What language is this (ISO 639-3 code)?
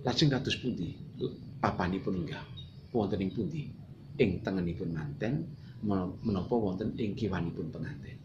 jav